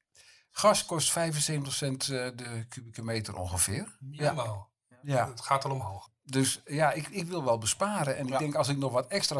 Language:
Dutch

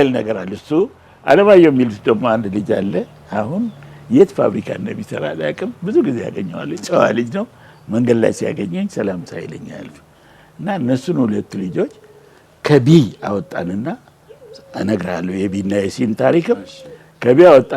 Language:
Amharic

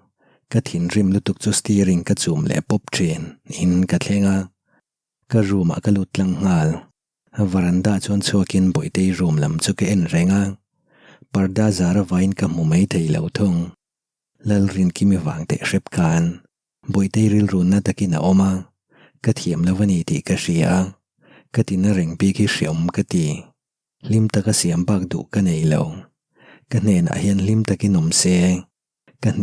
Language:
Mizo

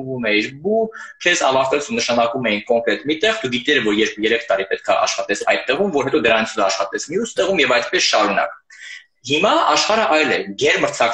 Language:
Armenian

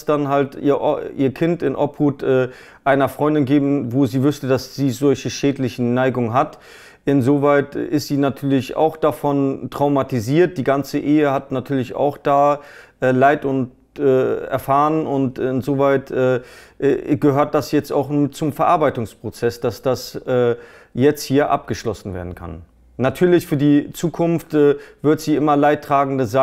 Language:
German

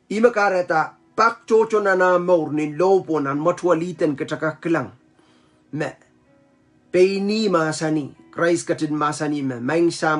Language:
Pohnpeian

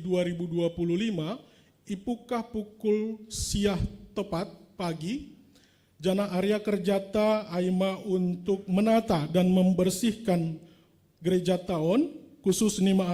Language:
Batak Simalungun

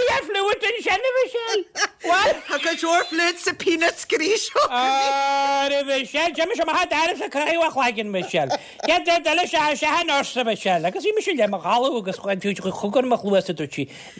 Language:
Irish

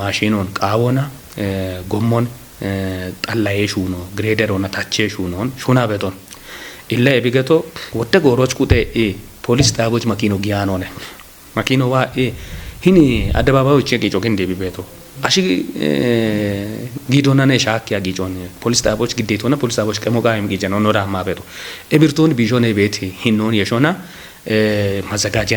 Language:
Kafa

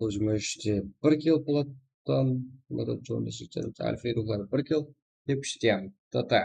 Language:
Kara-Kalpak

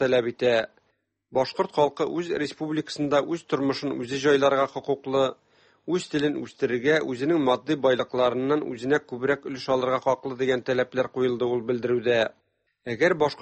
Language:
Tatar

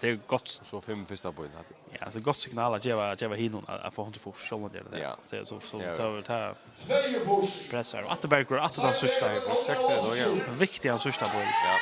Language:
Faroese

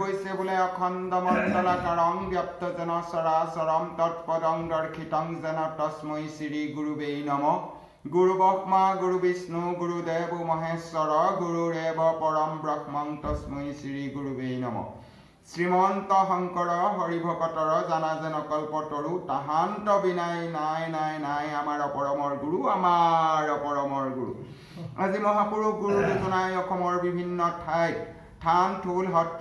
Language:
Assamese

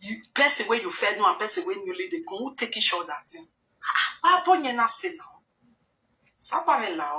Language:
Nigerian Pidgin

